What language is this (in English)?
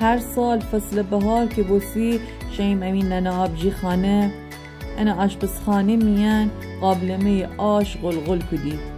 Gilaki